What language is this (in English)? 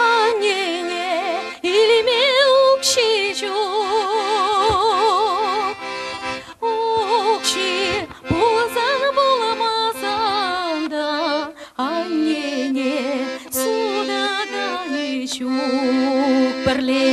Chuvash